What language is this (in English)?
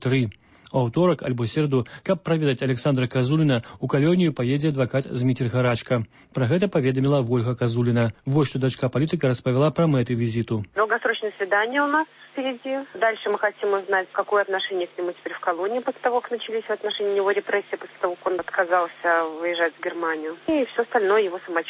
Belarusian